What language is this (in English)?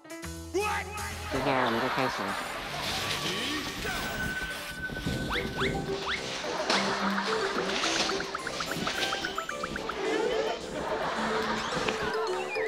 Chinese